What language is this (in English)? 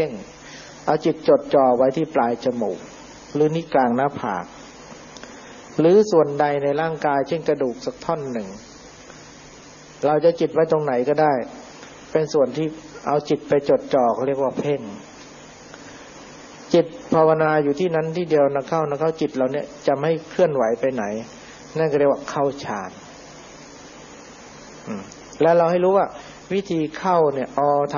Thai